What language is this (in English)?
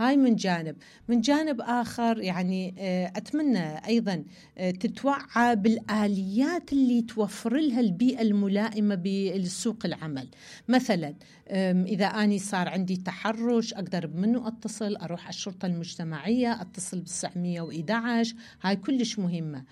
Mesopotamian Arabic